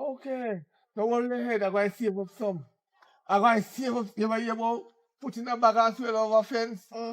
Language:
Jamaican Creole English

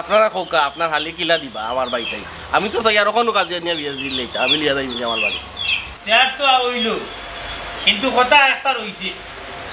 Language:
Sylheti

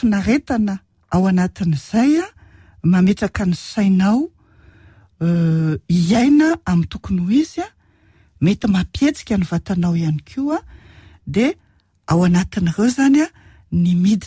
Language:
Malagasy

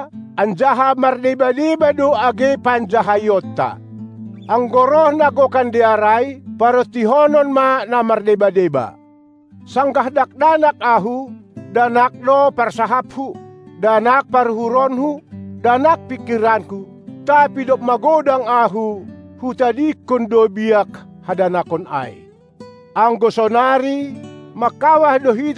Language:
Batak Simalungun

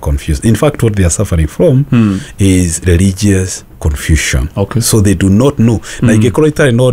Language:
Kikuyu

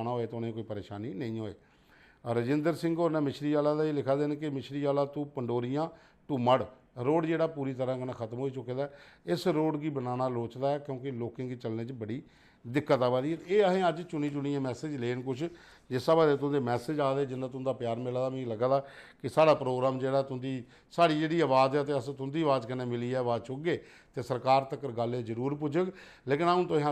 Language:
Dogri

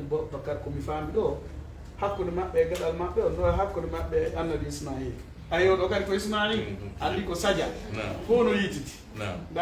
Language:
Fula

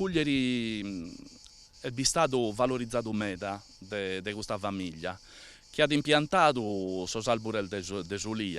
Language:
Sardinian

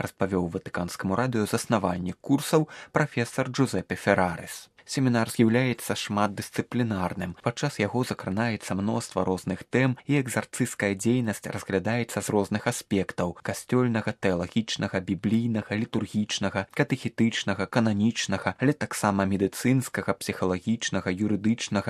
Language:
Belarusian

